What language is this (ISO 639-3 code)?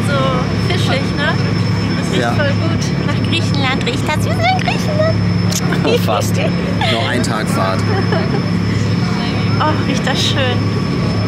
deu